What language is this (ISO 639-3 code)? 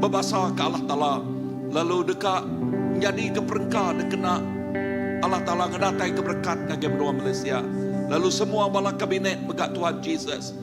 iba